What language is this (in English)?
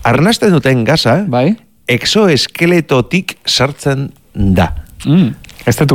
Basque